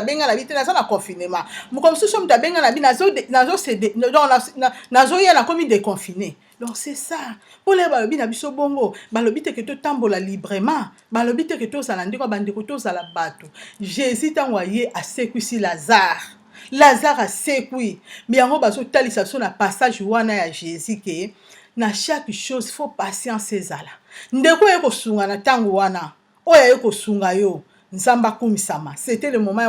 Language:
Lingala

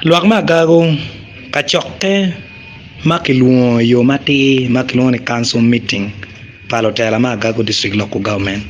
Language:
Acoli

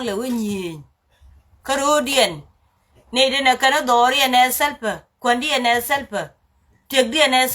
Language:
Nuer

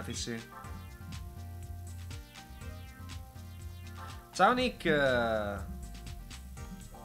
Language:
Italian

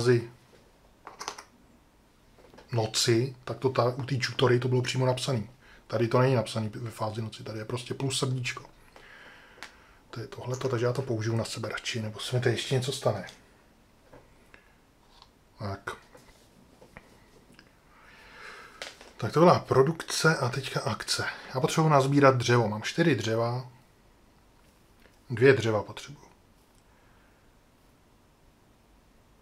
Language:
Czech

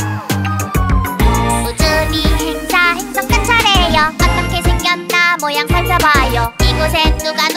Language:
Korean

